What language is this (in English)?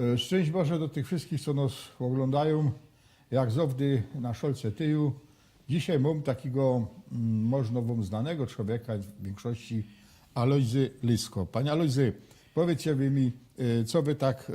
Silesian